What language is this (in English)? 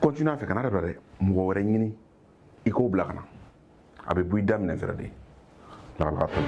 Bambara